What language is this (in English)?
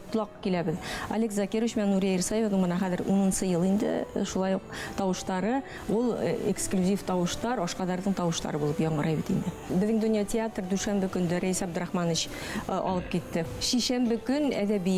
Bashkir